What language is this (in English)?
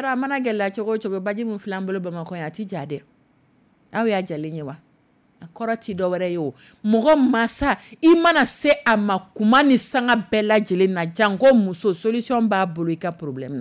Dyula